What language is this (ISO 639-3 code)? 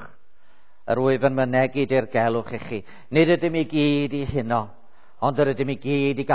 cym